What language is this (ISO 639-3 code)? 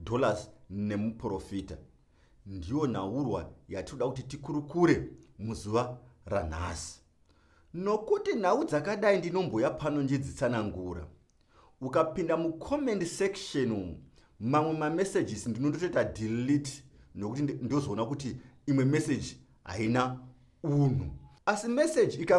sna